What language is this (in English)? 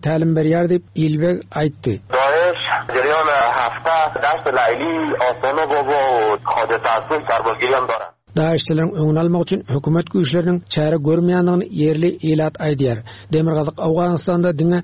Turkmen